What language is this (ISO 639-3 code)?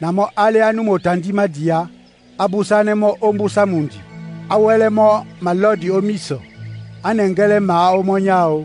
dua